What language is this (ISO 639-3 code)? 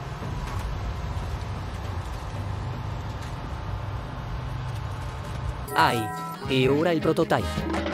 ita